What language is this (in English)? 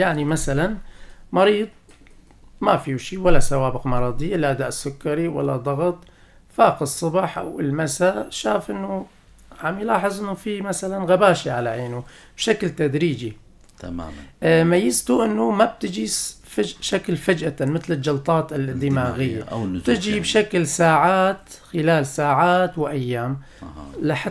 North Levantine Arabic